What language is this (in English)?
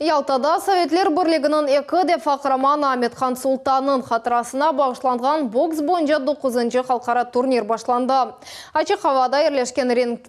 Crimean Tatar